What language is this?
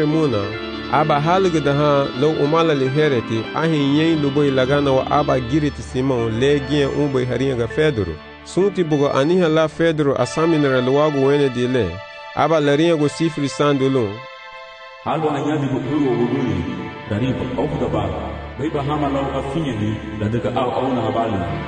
Garifuna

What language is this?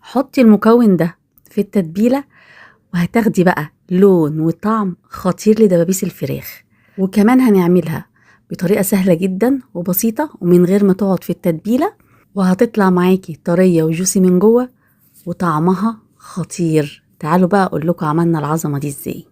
Egyptian Arabic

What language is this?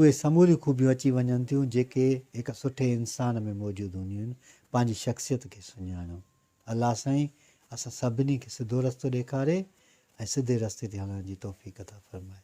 Sindhi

